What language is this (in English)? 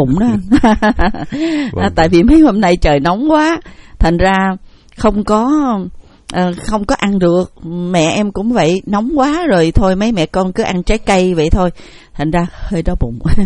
Vietnamese